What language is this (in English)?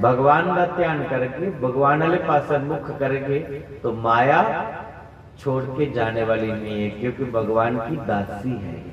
Dogri